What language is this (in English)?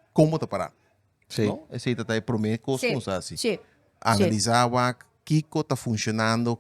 Papiamento